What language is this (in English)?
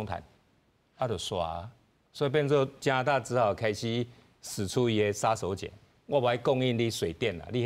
Min Nan Chinese